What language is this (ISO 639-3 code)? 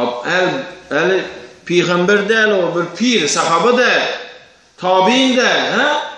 tuk